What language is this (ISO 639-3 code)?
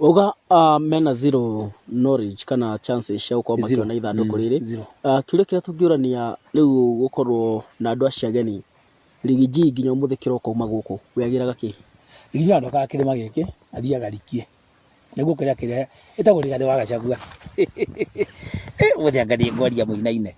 kik